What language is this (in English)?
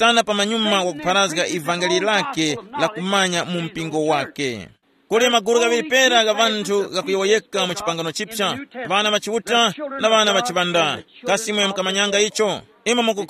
Tumbuka